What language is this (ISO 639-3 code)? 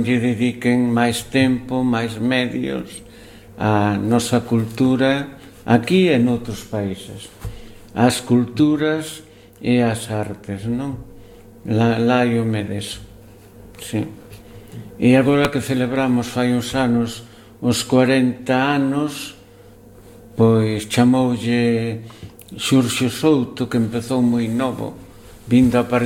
glg